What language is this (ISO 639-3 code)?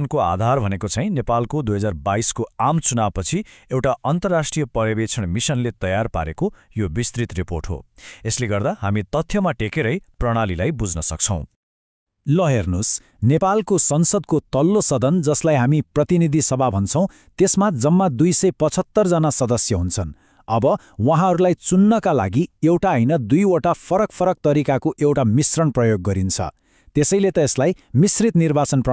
nep